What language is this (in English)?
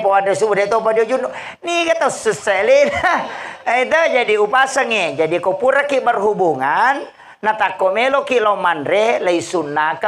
Buginese